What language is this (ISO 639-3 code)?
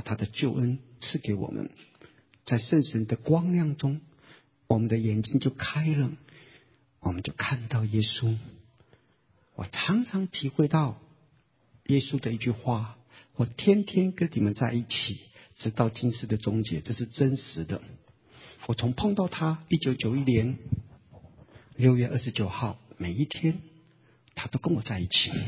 zho